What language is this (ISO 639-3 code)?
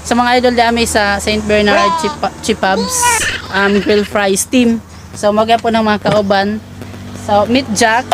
ceb